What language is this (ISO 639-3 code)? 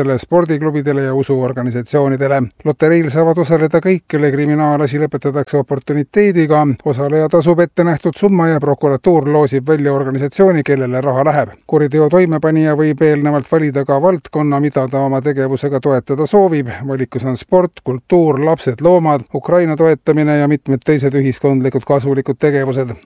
est